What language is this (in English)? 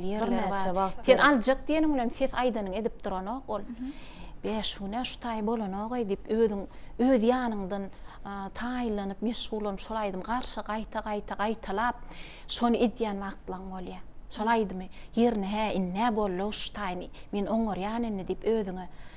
Turkmen